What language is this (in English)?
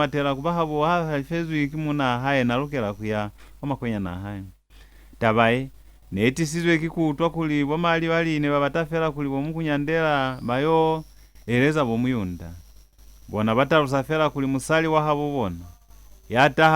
Lozi